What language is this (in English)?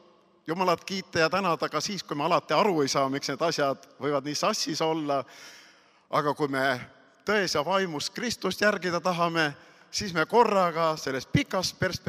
Estonian